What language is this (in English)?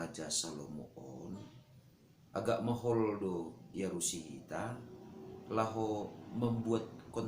Batak Simalungun